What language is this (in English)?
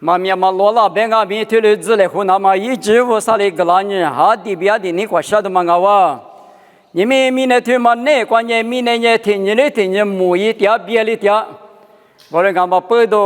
Lisu